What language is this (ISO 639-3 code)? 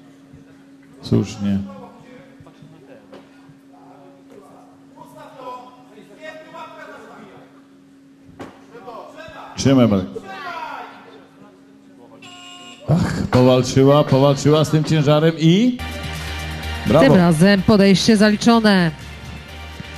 pol